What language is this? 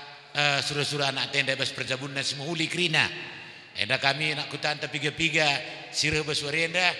Batak Karo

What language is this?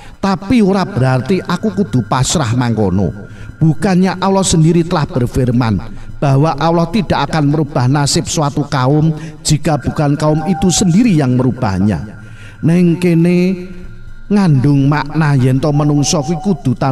Javanese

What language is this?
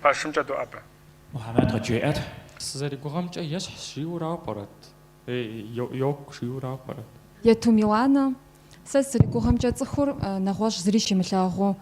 Kabardian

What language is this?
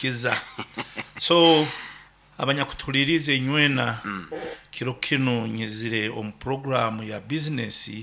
Nyankole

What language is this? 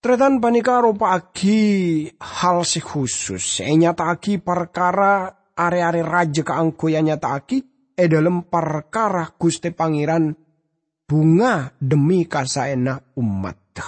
Madurese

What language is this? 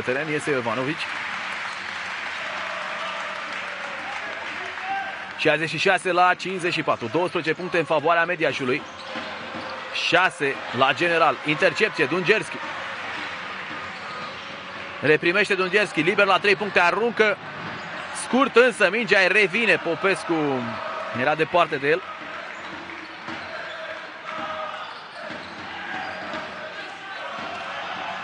Romanian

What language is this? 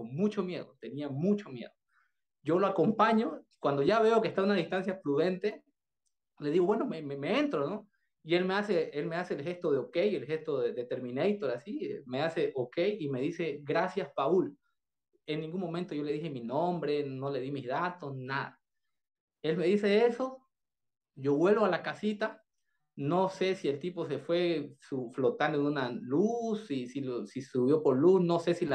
Spanish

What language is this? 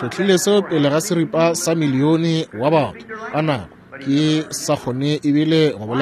Northern Sotho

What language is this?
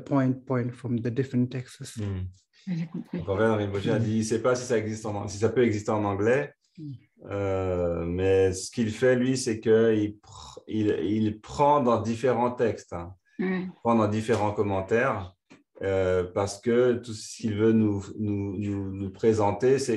French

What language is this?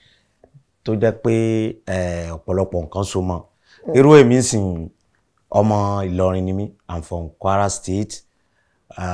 Yoruba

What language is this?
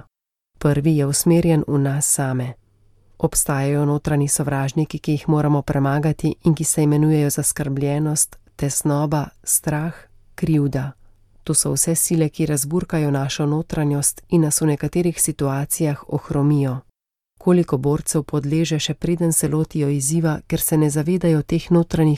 Slovenian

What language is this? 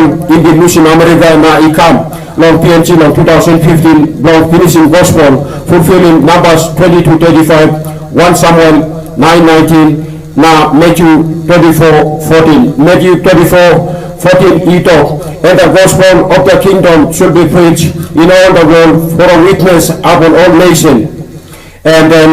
Tok Pisin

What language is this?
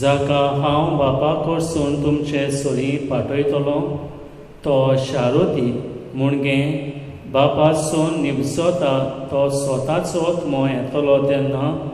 Konkani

